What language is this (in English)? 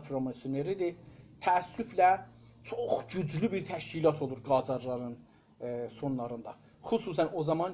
South Azerbaijani